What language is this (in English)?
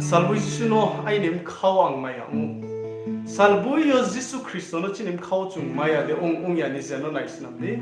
Riang (India)